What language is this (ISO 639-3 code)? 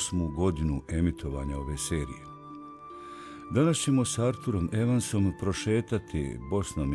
bos